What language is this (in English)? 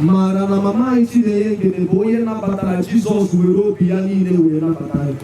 Igbo